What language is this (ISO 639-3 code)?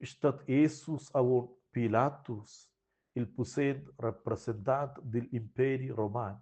roh